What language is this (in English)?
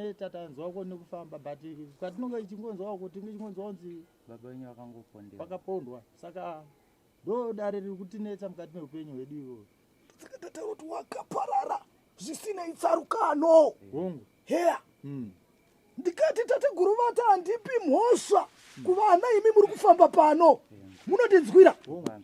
Shona